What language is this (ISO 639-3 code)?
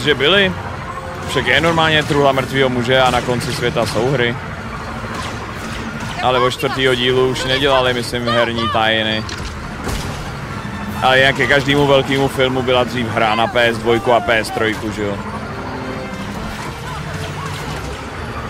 ces